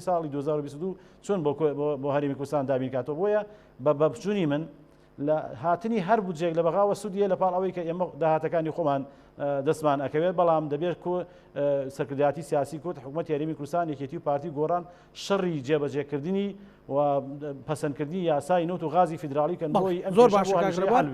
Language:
Central Kurdish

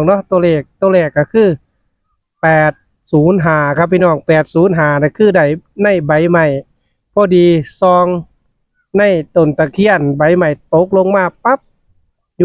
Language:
Northeastern Thai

